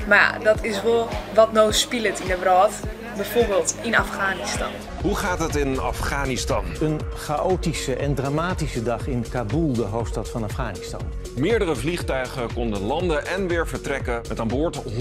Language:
Western Frisian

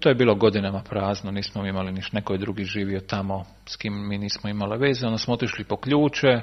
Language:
Serbian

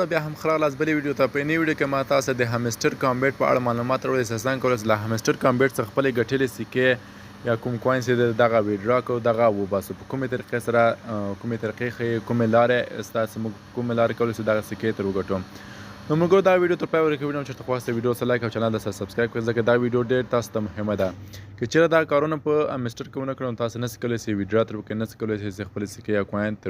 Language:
Pashto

